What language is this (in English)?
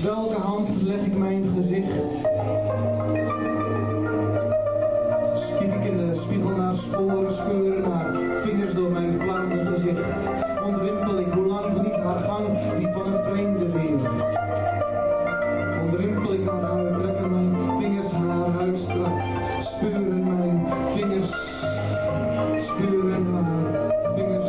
Dutch